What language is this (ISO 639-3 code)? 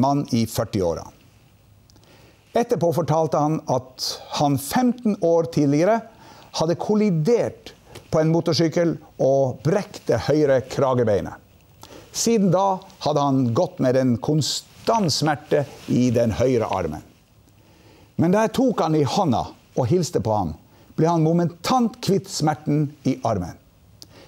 nor